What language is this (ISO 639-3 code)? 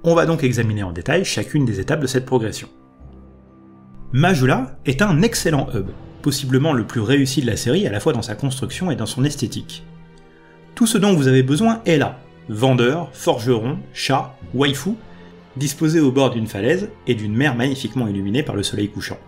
fra